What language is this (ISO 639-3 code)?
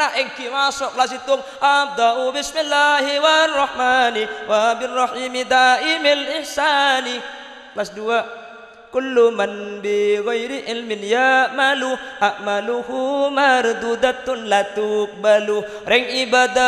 mad